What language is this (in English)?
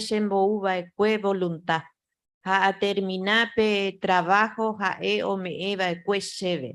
Guarani